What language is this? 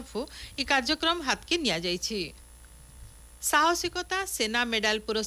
Odia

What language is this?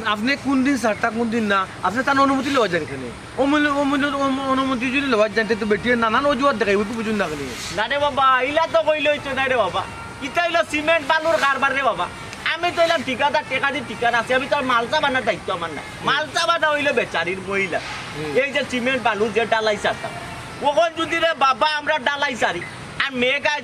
Sylheti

